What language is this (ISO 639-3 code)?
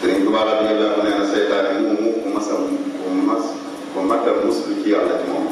wol